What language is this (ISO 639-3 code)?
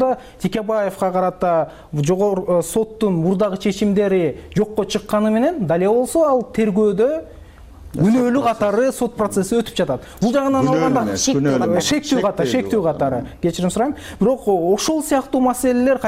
kir